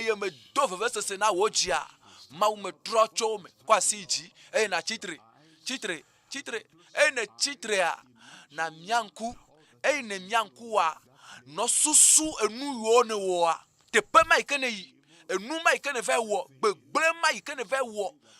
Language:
Ewe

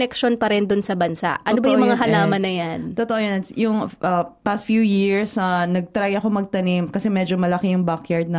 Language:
Filipino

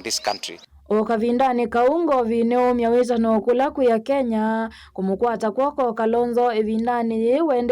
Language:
Kamba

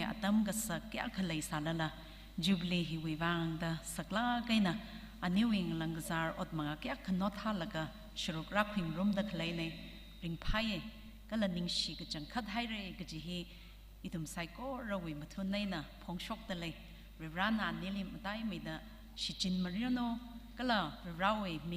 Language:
Tangkhul Naga (India)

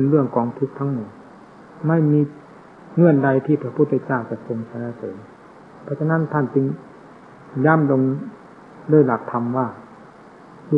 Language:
Thai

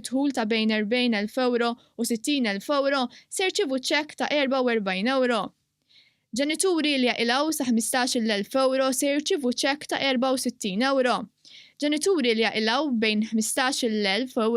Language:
Maltese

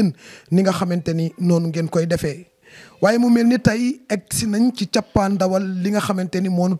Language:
Wolof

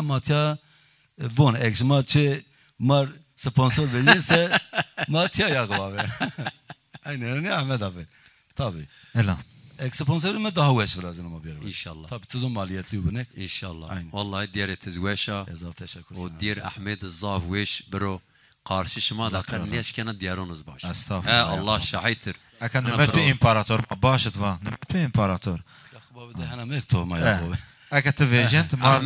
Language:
Zaza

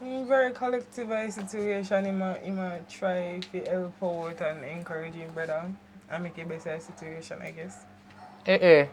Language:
Jamaican Creole English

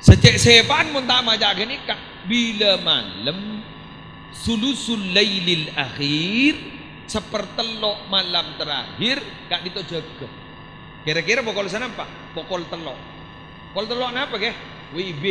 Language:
Madurese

